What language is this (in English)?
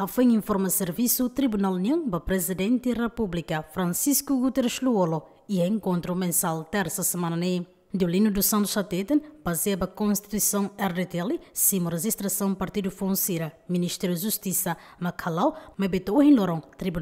Tetum